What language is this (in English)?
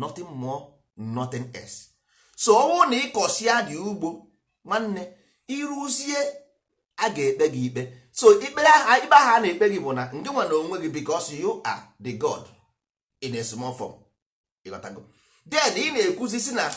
Igbo